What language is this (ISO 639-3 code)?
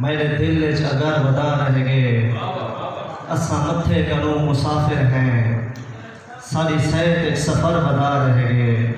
skr